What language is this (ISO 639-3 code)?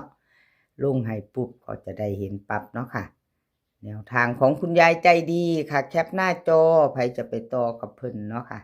tts